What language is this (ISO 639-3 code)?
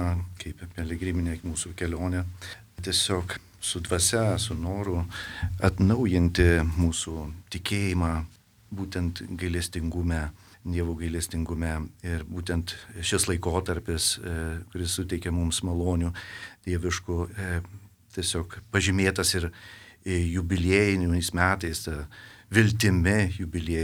lit